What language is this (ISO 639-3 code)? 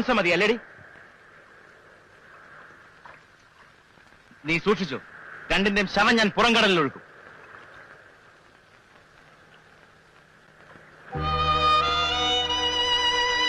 mal